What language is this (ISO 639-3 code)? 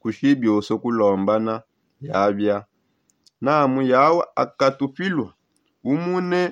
sop